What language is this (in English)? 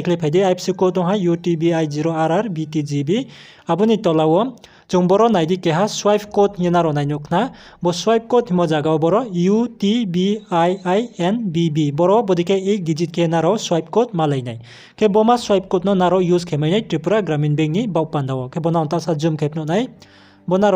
Riang (India)